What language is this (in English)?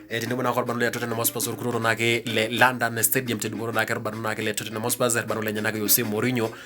Masai